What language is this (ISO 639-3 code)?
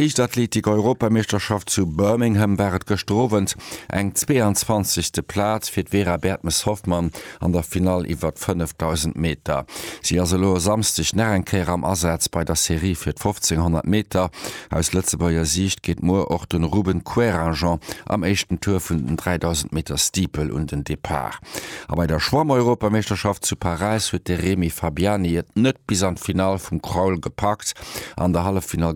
ltz